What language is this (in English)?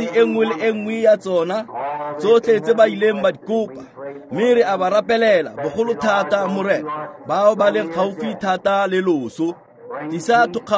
Tswana